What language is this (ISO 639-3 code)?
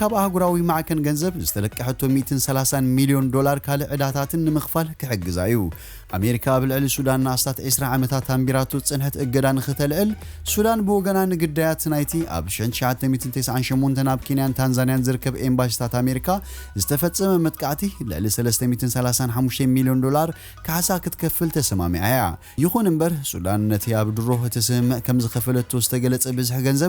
tir